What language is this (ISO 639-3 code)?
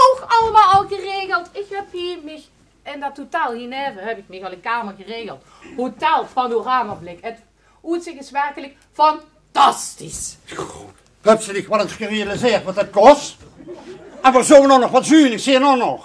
lim